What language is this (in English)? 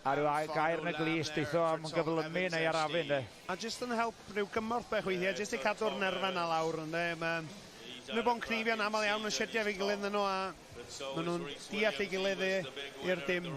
Welsh